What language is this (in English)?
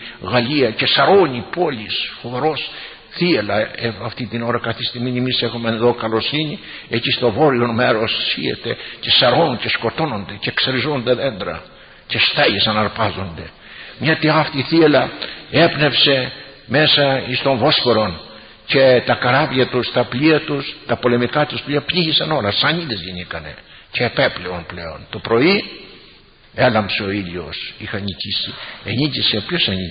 Greek